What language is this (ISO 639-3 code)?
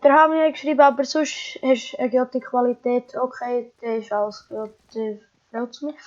gsw